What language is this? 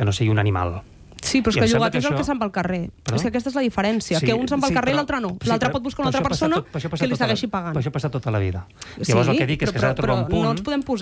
Catalan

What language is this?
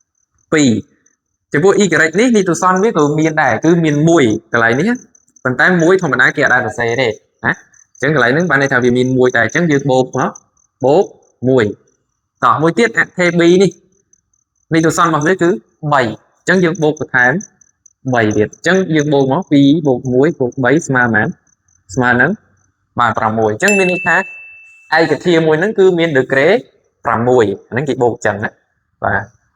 Khmer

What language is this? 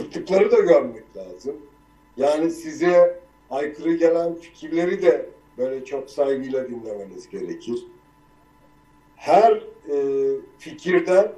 Turkish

